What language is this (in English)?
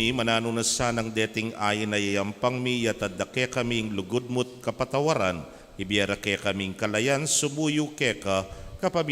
Pampanga